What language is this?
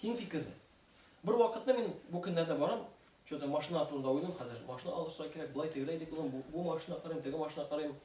Tatar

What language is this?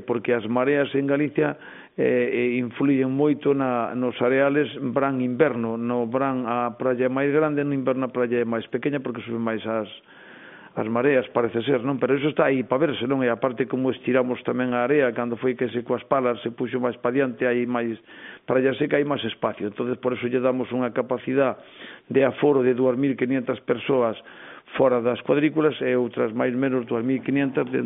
Galician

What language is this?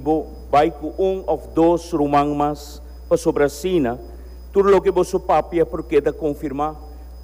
Papiamento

